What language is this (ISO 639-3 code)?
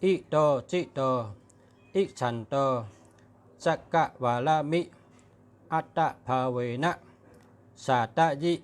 shn